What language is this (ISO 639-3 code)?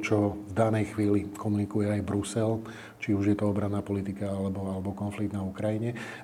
slk